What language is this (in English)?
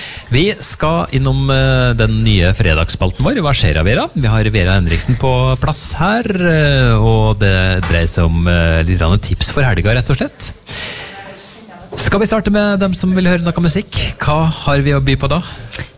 Norwegian